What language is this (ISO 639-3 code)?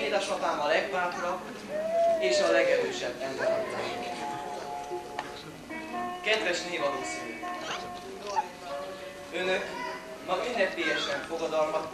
hun